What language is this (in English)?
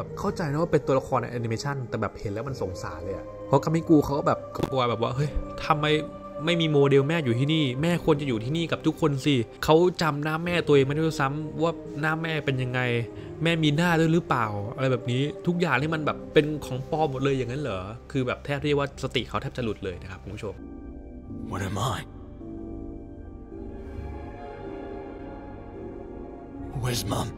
Thai